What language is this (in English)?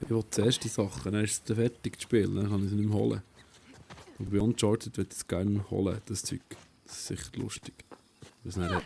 Swiss German